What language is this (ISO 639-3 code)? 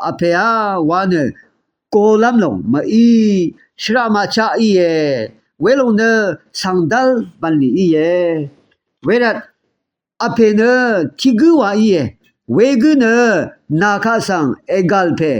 raw